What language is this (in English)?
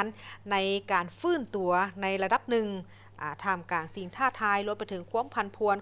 Lao